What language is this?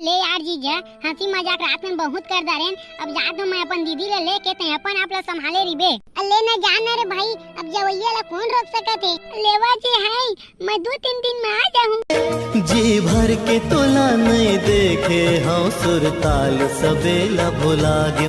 Chhattisgarhi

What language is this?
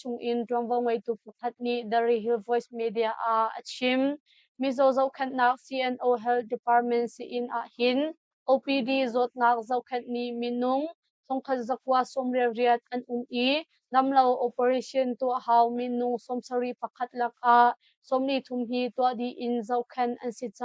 Hakha Chin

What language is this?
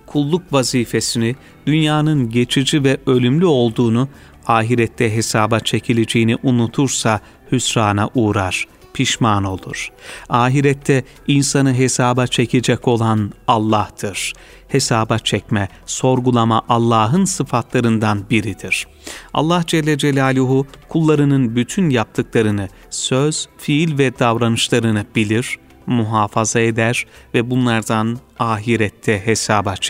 Turkish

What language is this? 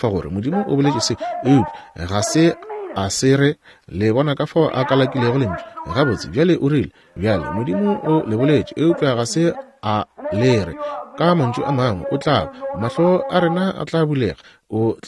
Northern Sotho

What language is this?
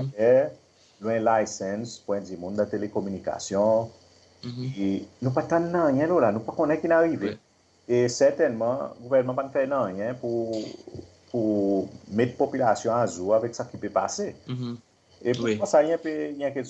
Seselwa Creole French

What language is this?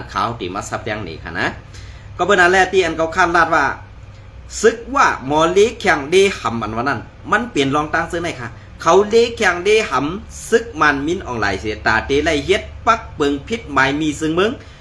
Shan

